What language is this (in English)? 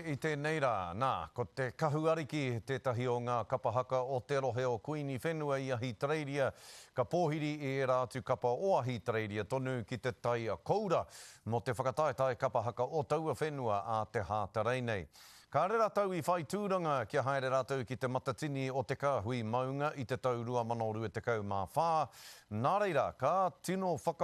Māori